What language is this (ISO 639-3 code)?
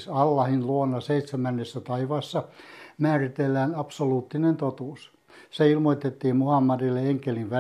fin